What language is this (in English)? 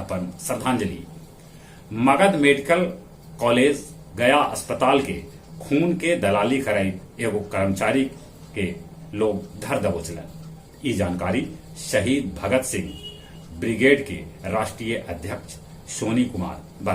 Magahi